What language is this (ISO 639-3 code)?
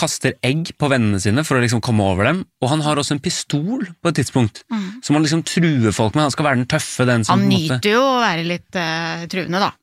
nor